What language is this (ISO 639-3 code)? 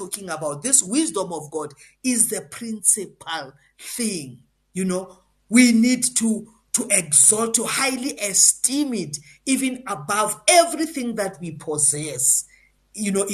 eng